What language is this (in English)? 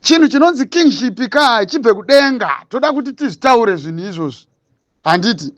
Shona